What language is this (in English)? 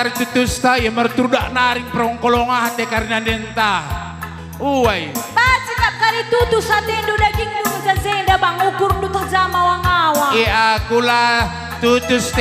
Batak Karo